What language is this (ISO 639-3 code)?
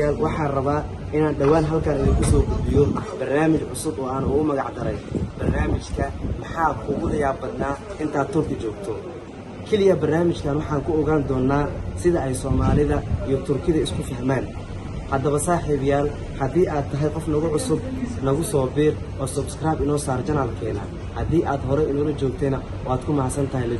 som